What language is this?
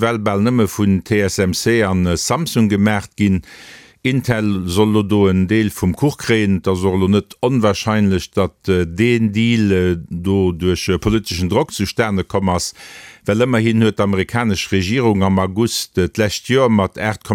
Luxembourgish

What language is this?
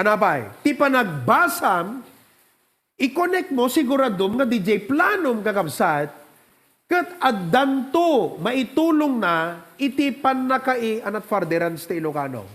Iloko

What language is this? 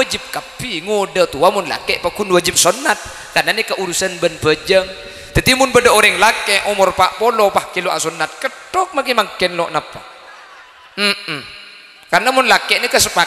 Madurese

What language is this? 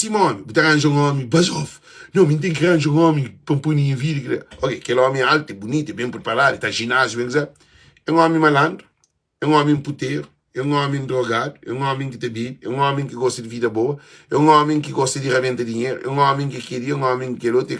Kabuverdianu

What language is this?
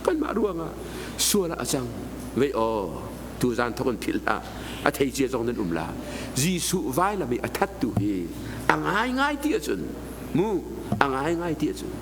Hakha Chin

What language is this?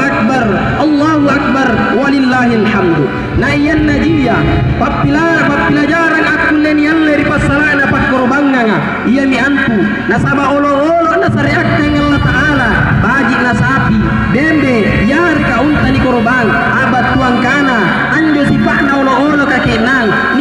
Makasar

